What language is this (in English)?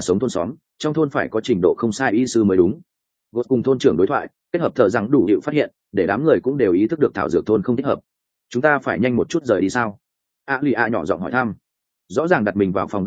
Vietnamese